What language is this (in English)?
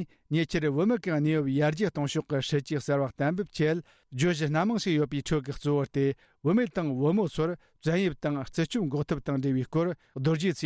Tibetan